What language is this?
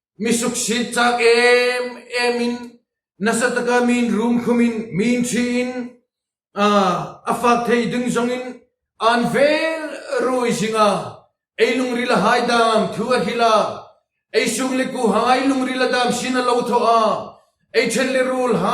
Hmar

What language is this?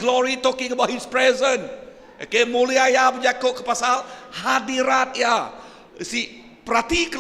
Iban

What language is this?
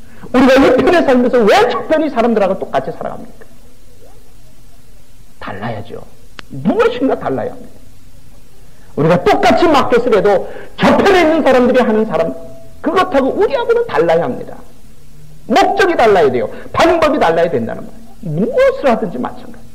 Korean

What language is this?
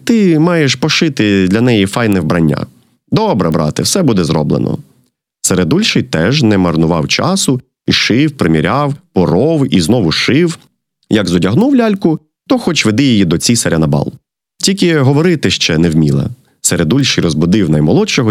Ukrainian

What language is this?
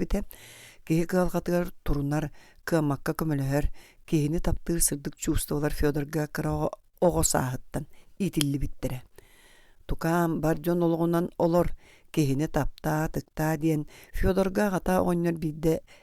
Yakut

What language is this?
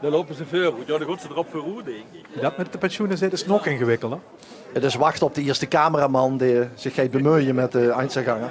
Limburgish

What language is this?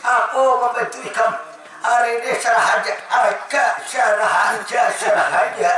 Banjar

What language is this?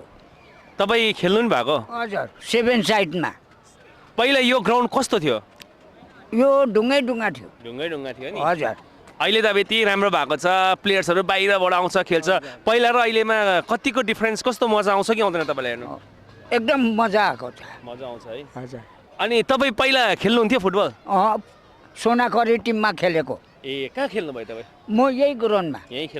Nepali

